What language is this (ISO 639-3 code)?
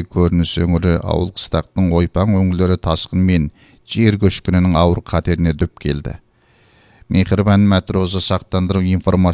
kaz